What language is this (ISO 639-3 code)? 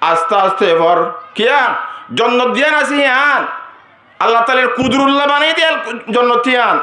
rhg